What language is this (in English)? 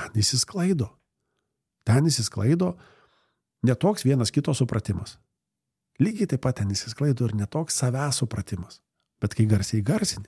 Lithuanian